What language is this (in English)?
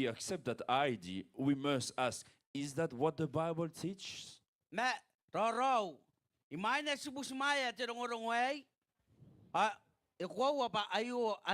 Gilbertese